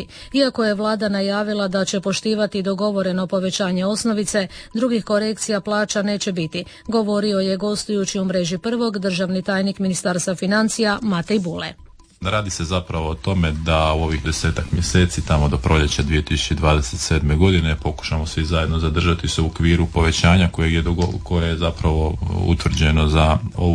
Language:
Croatian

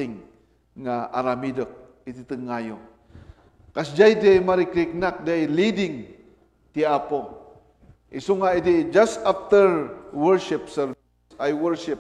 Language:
Iloko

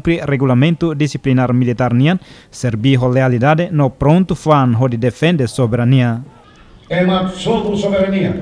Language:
Tetum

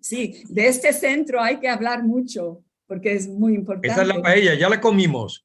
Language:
Ladino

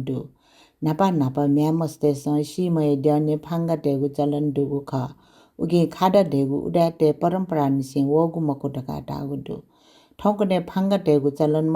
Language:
Newari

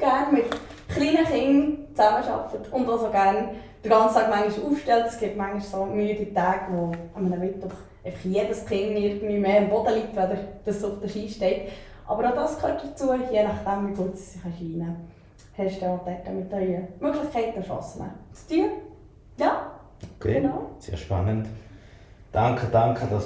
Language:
Swiss German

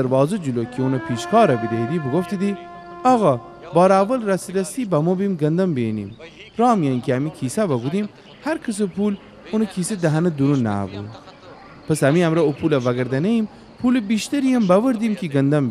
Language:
Gilaki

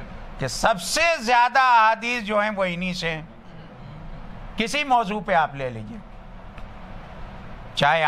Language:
Urdu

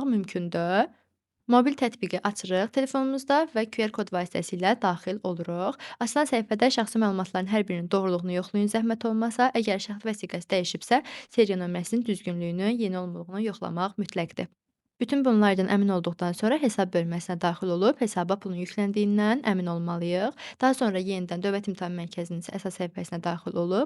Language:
Azerbaijani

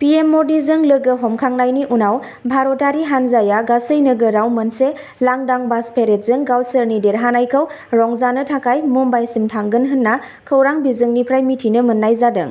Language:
Bodo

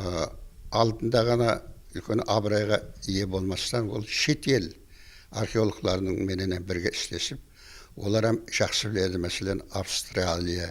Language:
Kara-Kalpak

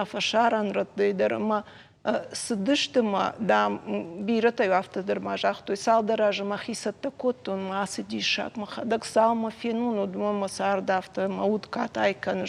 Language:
Ossetic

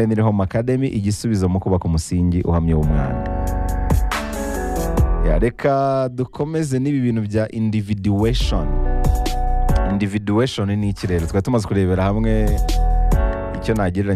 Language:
Kinyarwanda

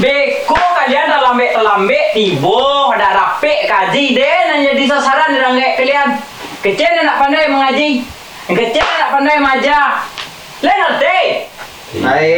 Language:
Minangkabau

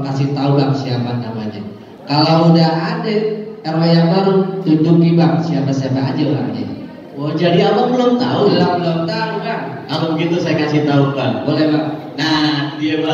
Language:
Betawi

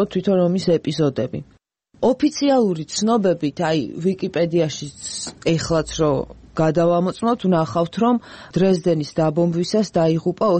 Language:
Georgian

